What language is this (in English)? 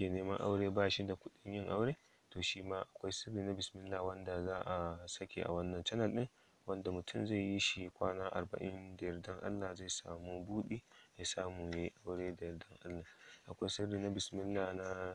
Hausa